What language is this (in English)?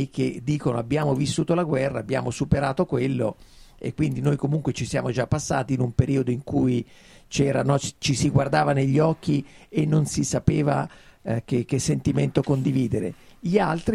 Italian